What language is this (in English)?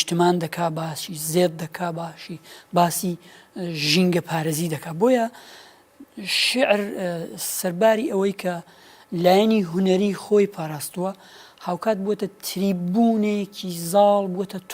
Kurdish